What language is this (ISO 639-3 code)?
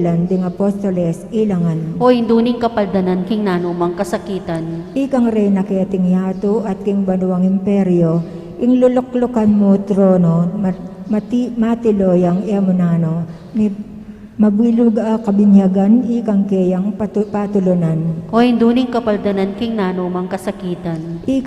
pam